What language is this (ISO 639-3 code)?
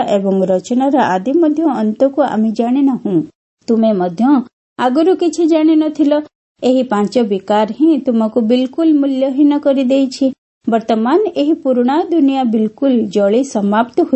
ori